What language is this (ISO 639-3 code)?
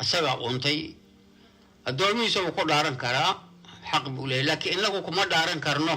som